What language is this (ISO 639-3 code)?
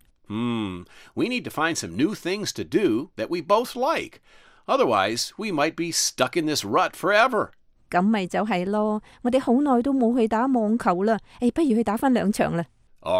yue